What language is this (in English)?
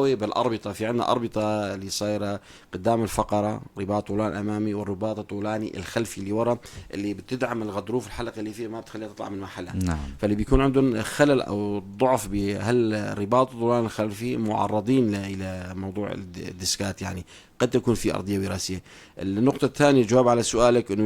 North Levantine Arabic